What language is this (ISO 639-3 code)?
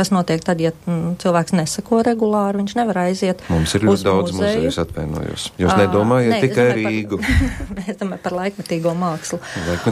lav